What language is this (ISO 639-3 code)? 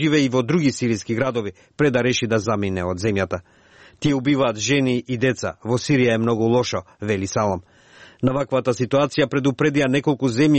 mkd